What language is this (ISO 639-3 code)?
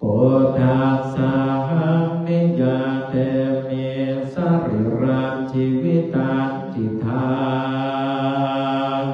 pli